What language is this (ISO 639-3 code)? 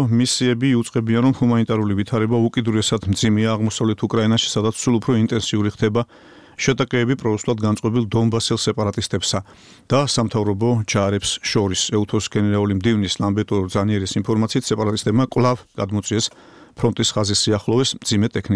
kat